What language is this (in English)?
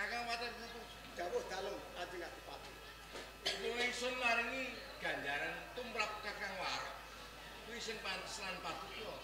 Javanese